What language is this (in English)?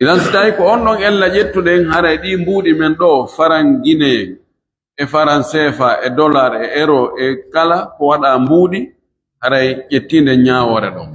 Fula